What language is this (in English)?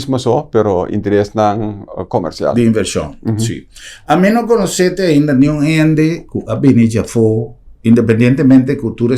Papiamento